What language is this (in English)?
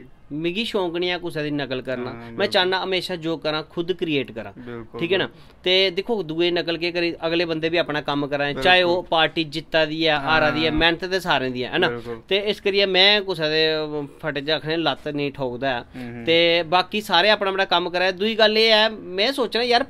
Dogri